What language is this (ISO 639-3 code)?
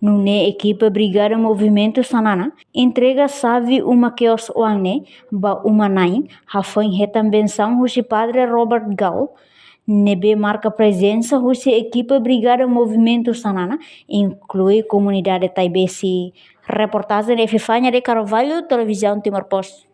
tet